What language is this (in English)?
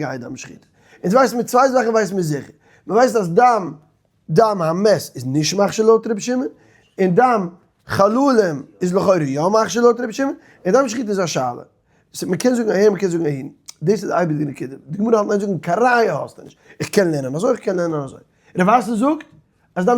Yiddish